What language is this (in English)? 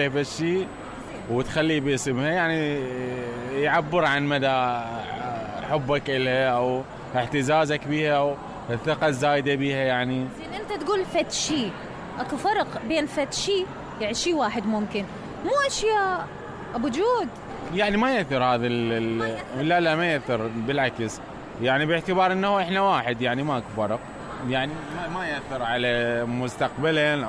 Mesopotamian Arabic